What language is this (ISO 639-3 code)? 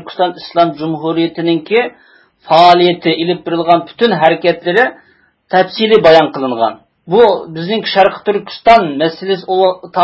uig